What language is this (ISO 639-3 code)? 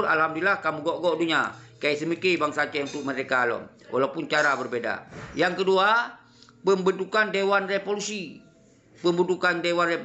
ace